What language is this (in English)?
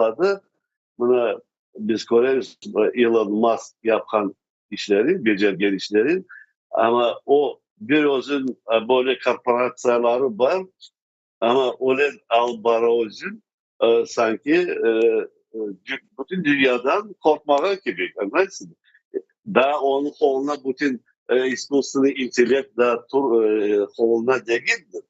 Crimean Tatar